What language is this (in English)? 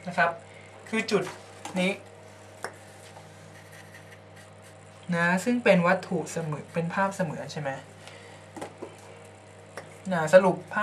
Thai